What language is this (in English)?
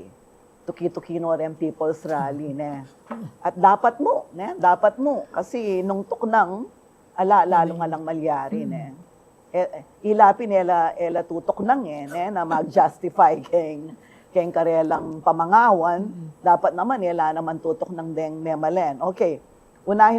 Pampanga